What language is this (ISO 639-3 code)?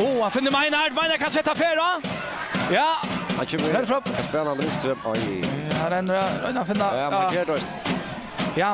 fao